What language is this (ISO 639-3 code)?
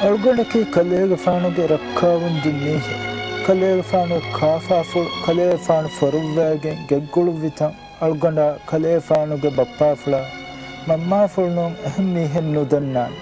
div